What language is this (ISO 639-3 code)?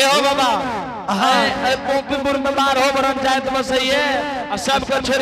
anp